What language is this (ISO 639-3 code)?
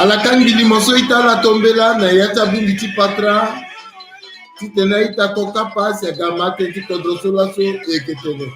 sag